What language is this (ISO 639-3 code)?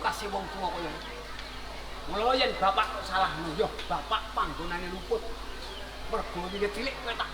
jav